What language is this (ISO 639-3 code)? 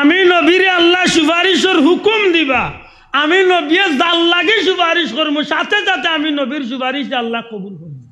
syl